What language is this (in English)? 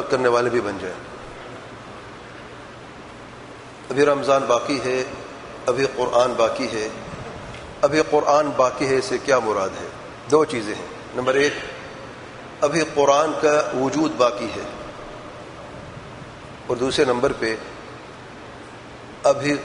Urdu